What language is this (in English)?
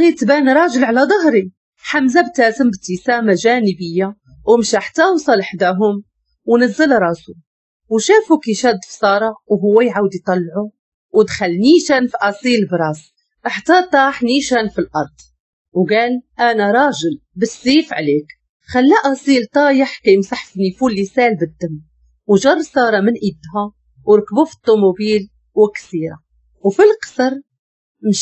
Moroccan Arabic